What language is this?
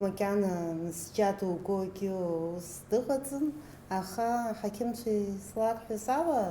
Abkhazian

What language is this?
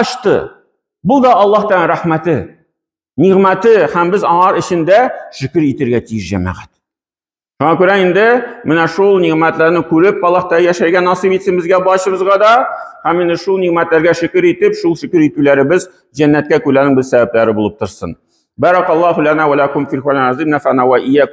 Tatar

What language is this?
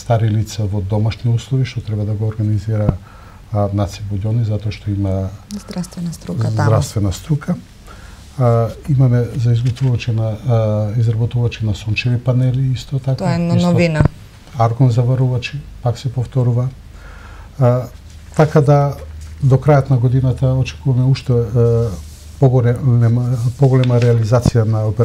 Macedonian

